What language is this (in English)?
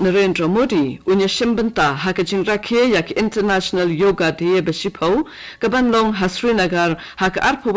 Khasi